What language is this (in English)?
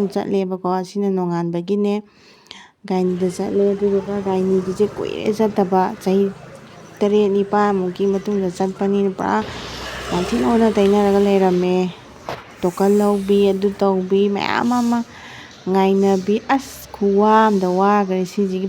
Manipuri